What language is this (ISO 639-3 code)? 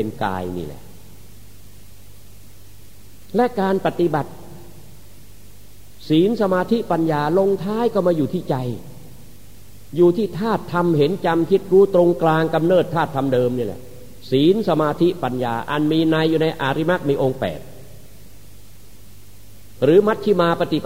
tha